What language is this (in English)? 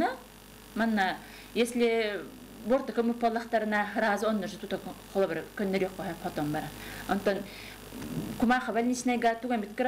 Yakut